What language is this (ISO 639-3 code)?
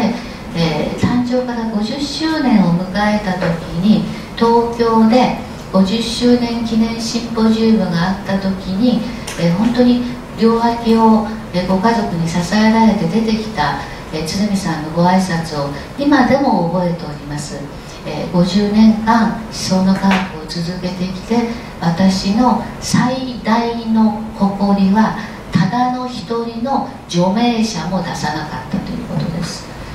jpn